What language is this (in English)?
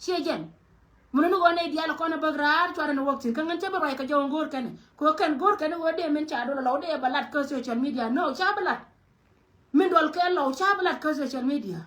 Nuer